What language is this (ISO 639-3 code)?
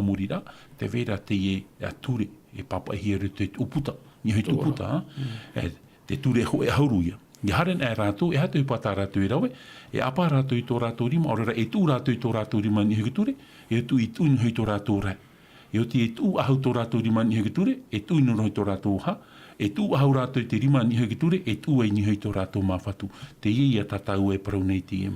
tah